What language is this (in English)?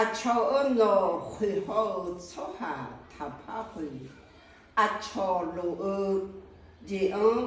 Akha